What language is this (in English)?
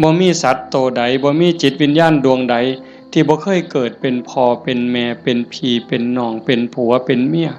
Northeastern Thai